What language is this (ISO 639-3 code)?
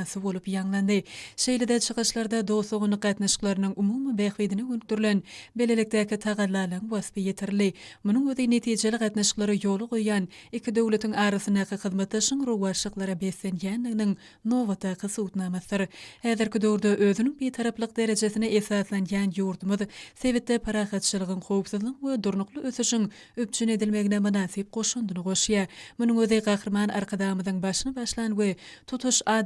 tuk